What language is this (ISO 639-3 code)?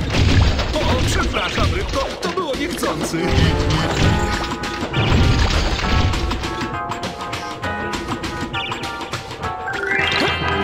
pol